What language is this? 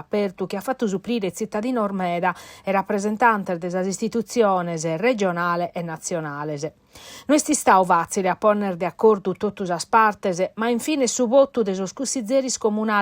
Sardinian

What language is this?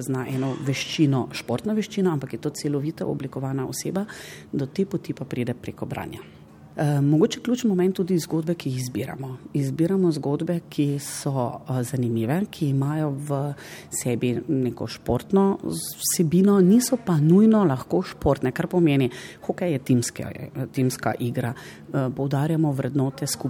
Slovenian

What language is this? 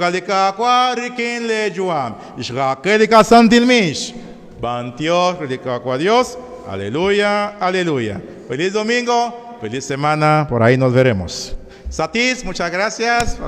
Kekchí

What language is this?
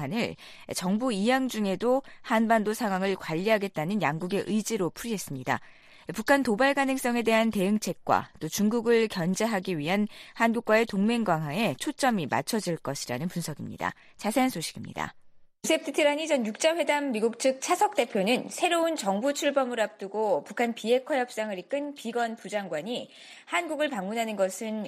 Korean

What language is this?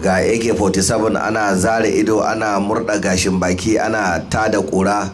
Hausa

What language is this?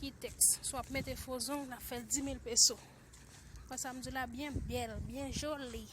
Haitian Creole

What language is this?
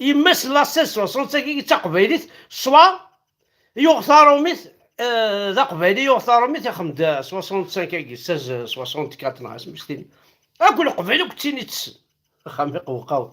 Kabyle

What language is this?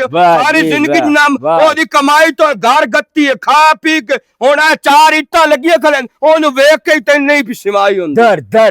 Western Panjabi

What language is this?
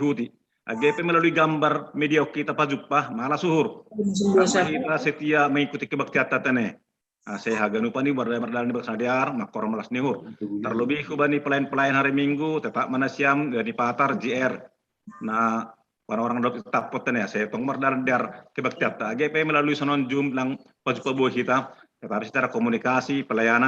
Batak Simalungun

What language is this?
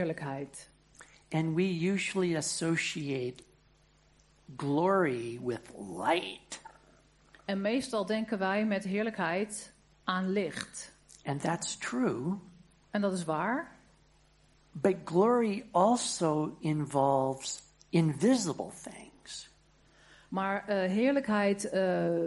Dutch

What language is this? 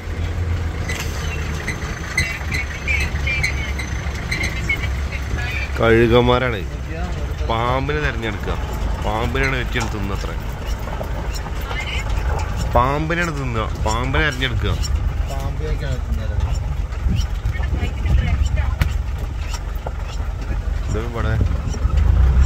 Malayalam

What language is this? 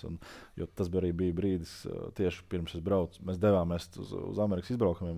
Latvian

